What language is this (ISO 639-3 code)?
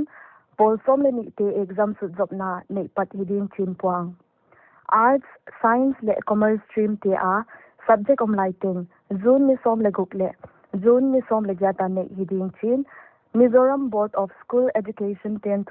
pck